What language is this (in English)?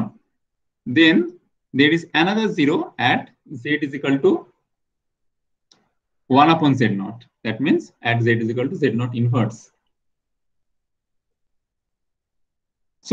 English